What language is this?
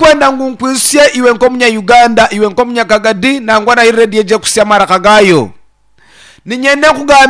Nyankole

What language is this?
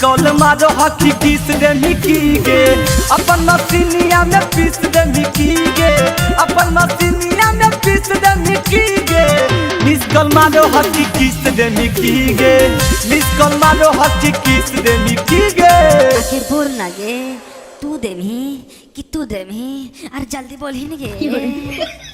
Magahi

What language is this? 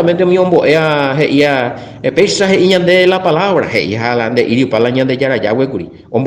Guarani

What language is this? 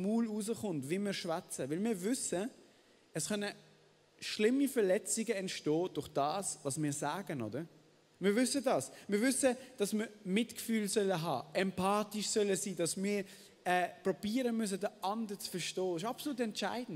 Swiss German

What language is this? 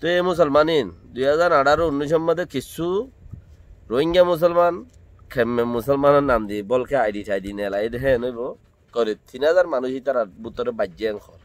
Rohingya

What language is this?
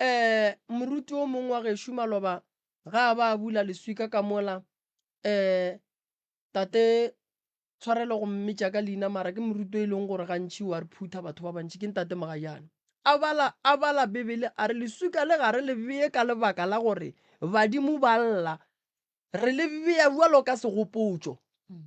Northern Sotho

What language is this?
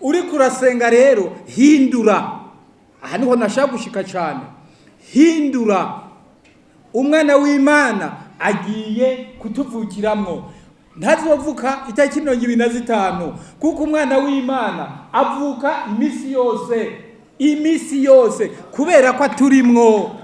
Rundi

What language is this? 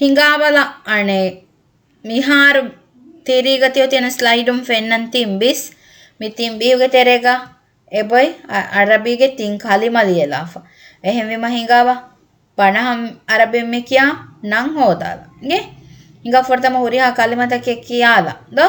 Divehi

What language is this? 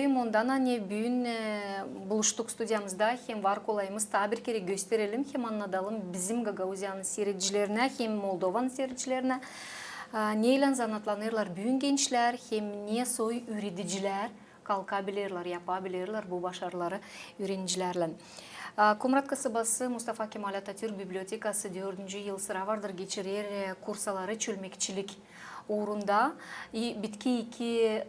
Gagauz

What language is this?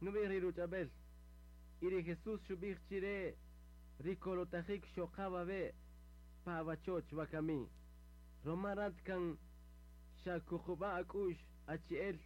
Kaqchikel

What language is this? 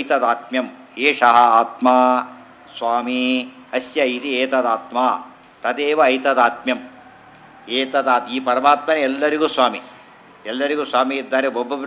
Kannada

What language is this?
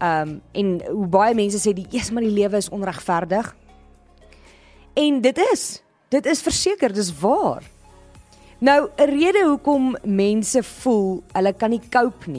Afrikaans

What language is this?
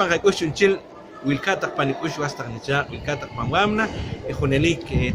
Poqomchi'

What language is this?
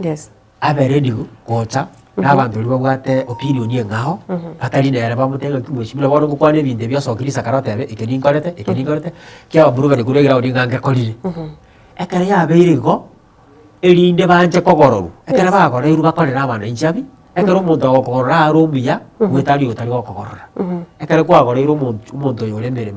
Gusii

